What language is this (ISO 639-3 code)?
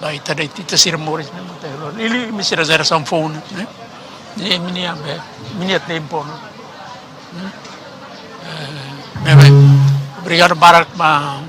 tet